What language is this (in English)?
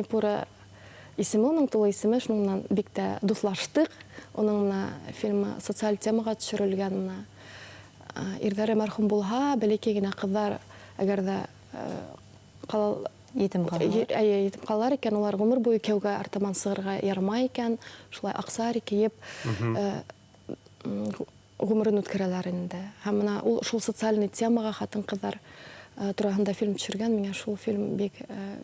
Bashkir